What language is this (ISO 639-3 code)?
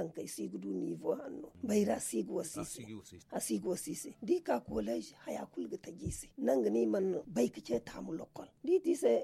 dje